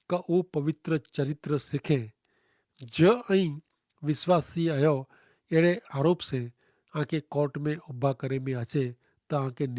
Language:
Kachhi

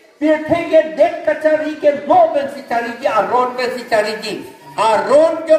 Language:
Karbi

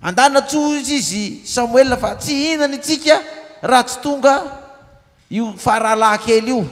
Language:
Malagasy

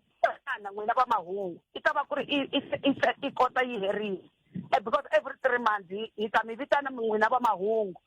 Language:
Tsonga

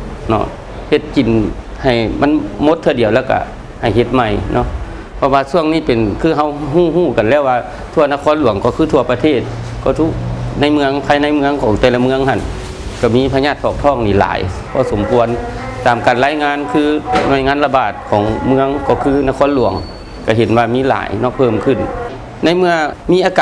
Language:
Lao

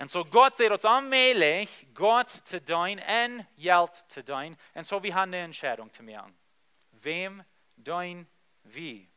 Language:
Plautdietsch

